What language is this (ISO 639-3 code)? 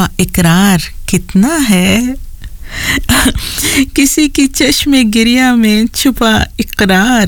urd